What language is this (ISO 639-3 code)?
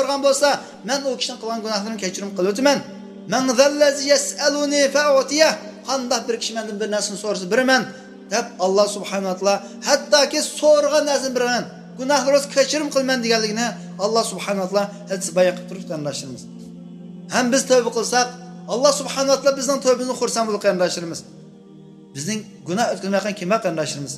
uig